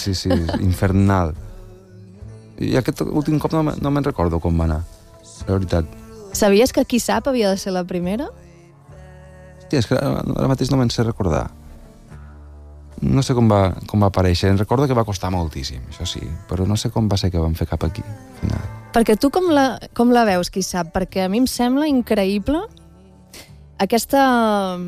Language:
Catalan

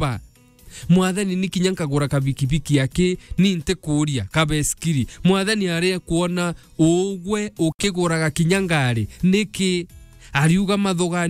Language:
Meru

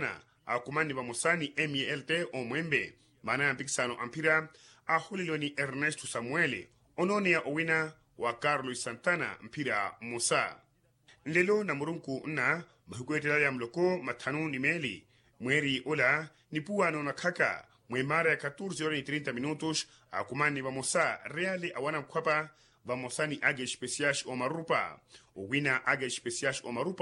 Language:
Makhuwa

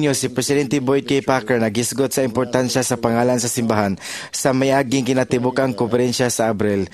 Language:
Cebuano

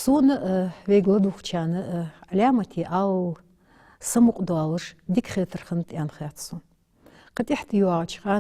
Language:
Ingush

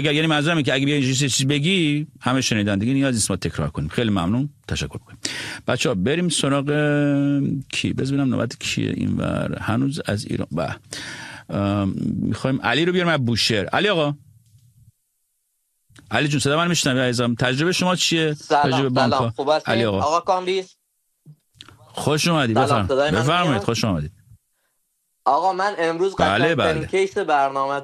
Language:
Persian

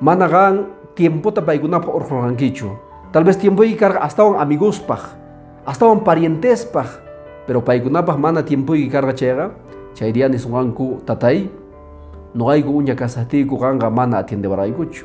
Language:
Quechua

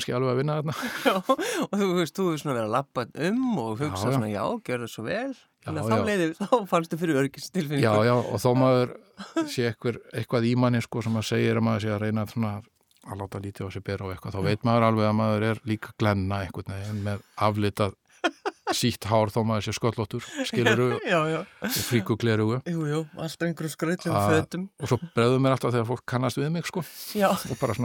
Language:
Icelandic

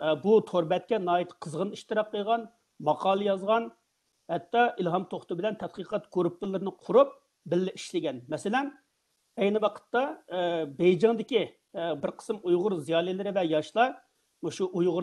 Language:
Uyghur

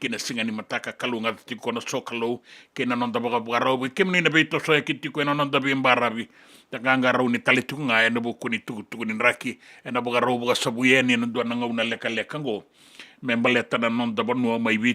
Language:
Fijian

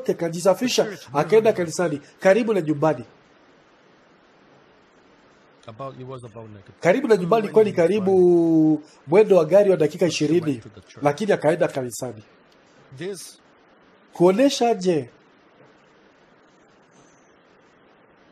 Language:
Swahili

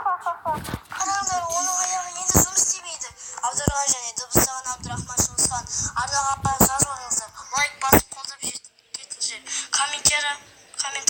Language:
Kazakh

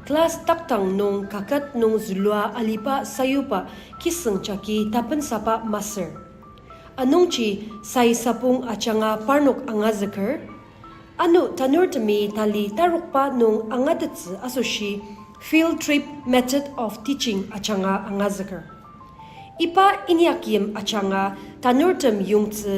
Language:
Ao Naga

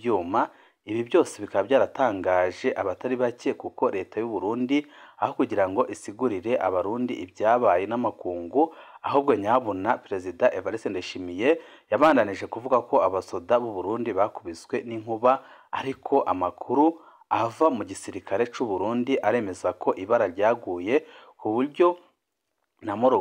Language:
Rundi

